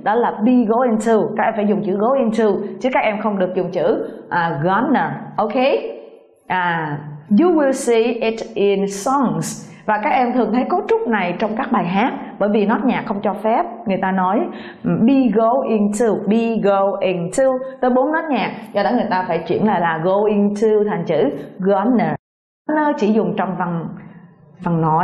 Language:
Vietnamese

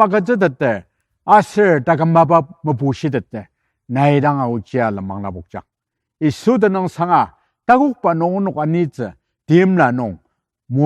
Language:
Ao Naga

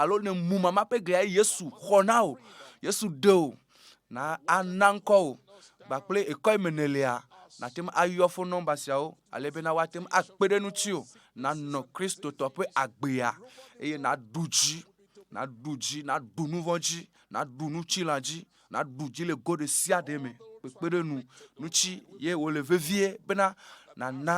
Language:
Ewe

